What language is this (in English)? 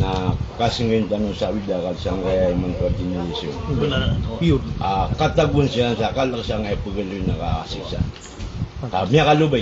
Maranao